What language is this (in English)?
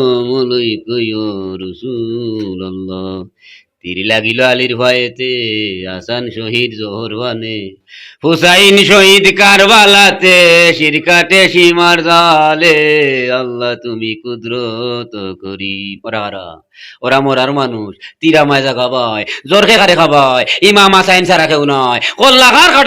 Sylheti